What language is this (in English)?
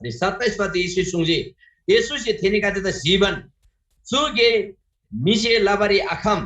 Eastern Tamang